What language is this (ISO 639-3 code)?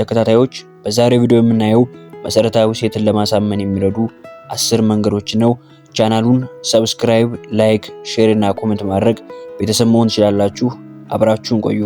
amh